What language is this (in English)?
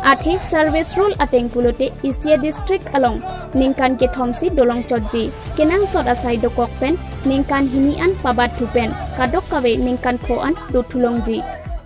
Karbi